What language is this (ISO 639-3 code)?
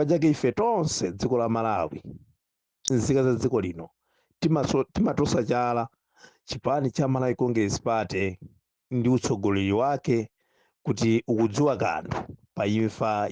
nya